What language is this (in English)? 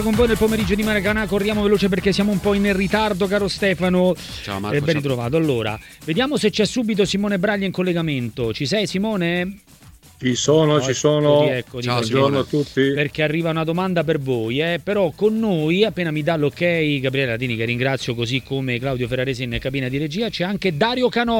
Italian